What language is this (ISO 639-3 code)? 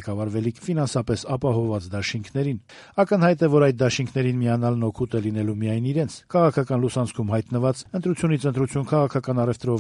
hye